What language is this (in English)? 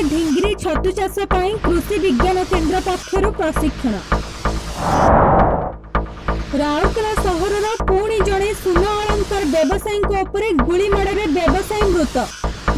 Odia